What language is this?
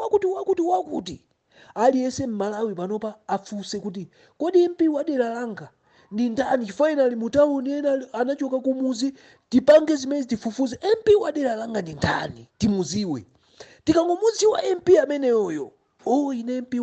Nyanja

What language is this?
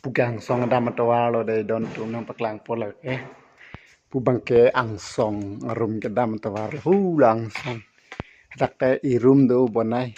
Karbi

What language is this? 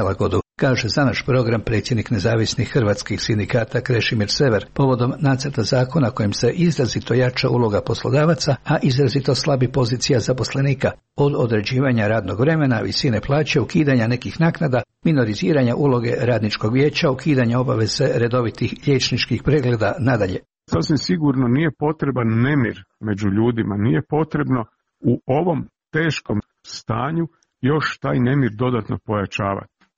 Croatian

